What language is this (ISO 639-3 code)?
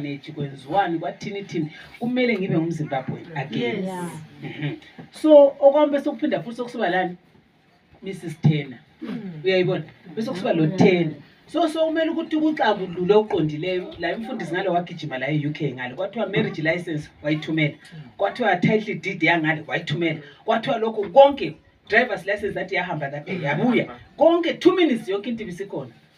nde